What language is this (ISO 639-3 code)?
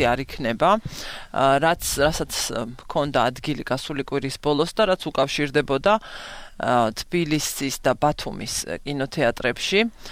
kat